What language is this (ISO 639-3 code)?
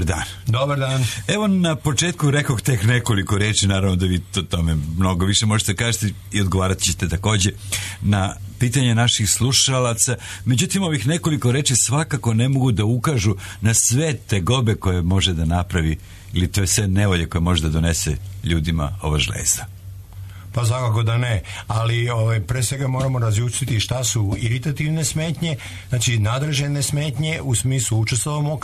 srp